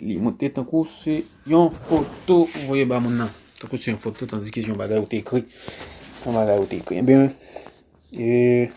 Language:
Haitian Creole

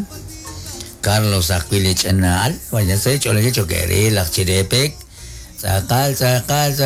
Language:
Kekchí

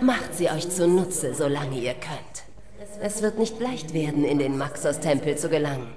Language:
Swiss German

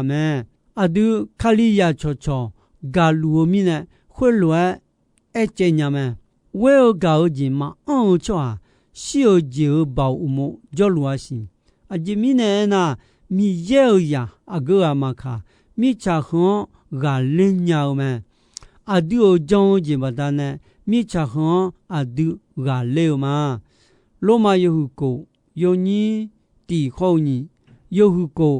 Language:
Akha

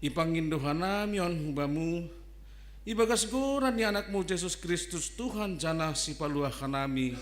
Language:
Batak Simalungun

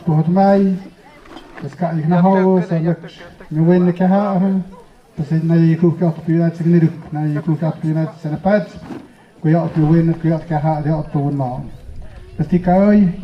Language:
Tlahuitoltepec Mixe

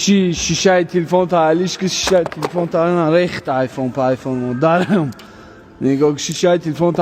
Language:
Tajik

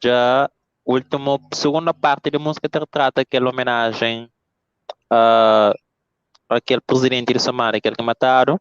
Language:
Kabuverdianu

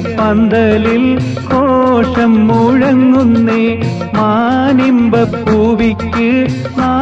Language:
Malayalam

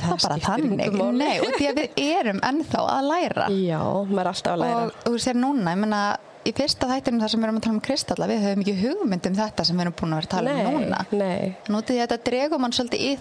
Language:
Icelandic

